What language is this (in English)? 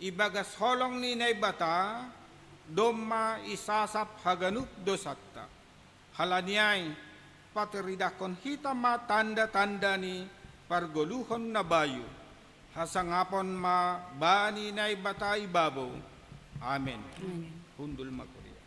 Batak Simalungun